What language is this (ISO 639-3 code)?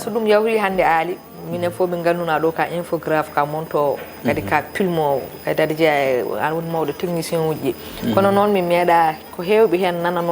ful